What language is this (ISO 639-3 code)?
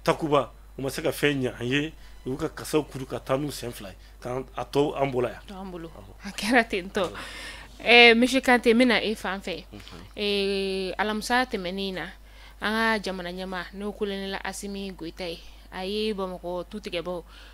bam